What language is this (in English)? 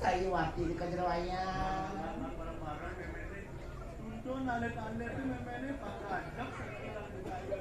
Balinese